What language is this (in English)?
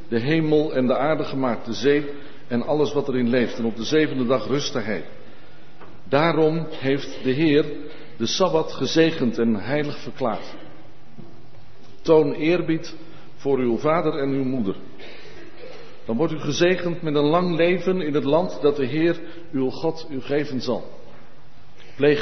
Dutch